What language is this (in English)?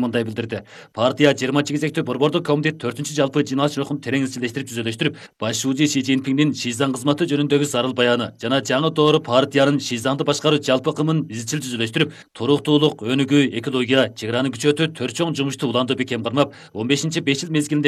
Kyrgyz